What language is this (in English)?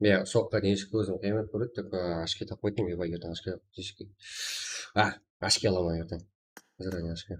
Kara-Kalpak